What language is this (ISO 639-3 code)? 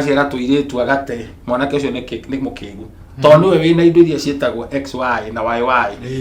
kik